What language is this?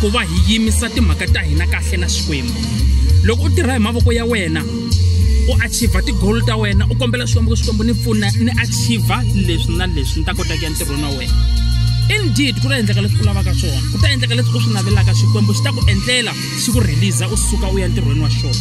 Tsonga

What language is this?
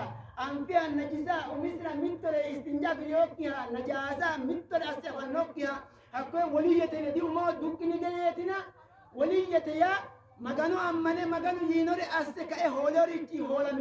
Sidamo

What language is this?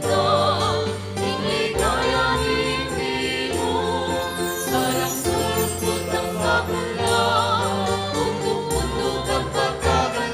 Pampanga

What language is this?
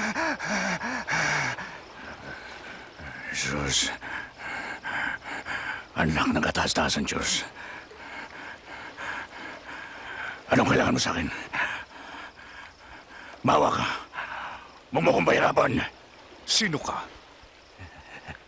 Filipino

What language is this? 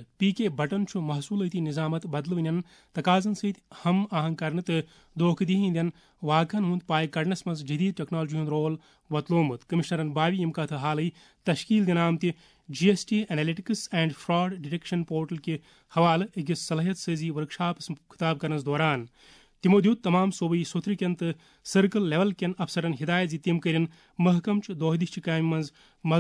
Kashmiri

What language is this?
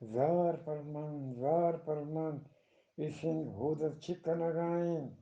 Eastern Balochi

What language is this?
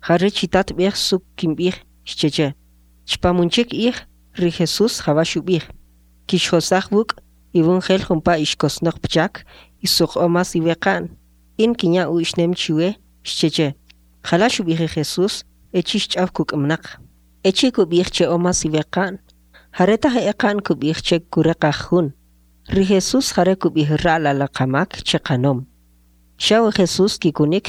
Kʼicheʼ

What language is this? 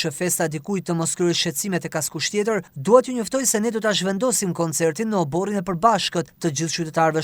Albanian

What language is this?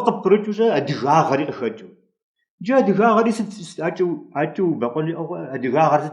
Kabardian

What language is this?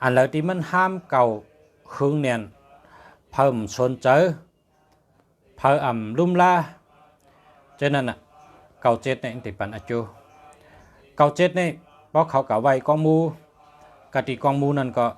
Shan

